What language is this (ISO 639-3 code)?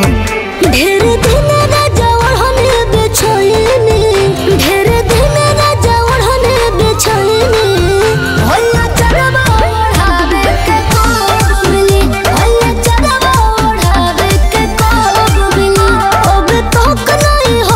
bho